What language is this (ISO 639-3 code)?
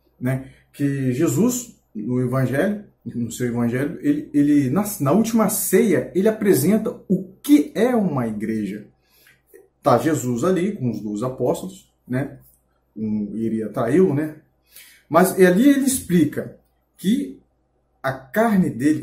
por